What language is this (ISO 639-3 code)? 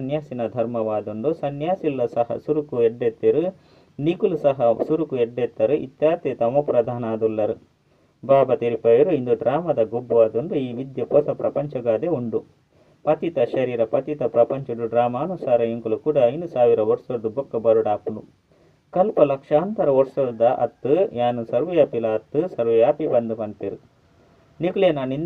tcy